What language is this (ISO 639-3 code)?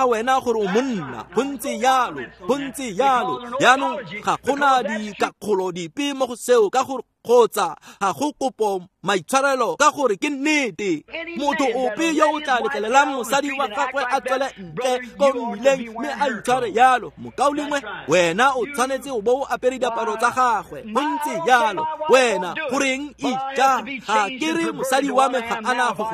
tsn